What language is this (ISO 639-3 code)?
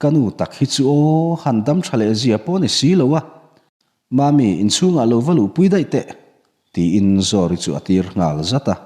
lus